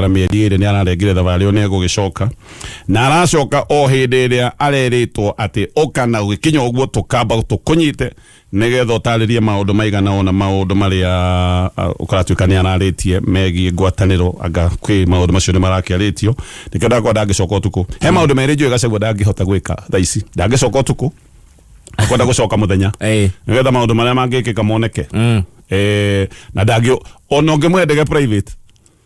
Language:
Kikuyu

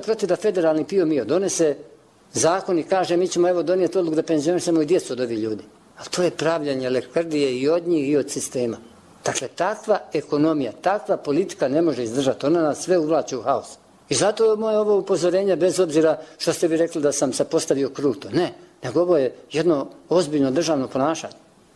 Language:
Bosnian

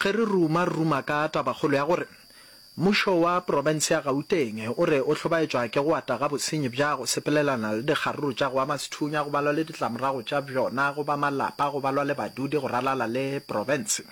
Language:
Northern Sotho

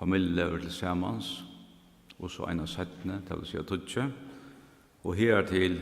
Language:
Faroese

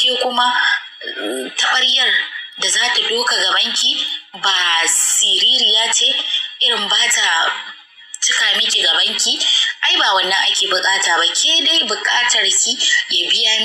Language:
Hausa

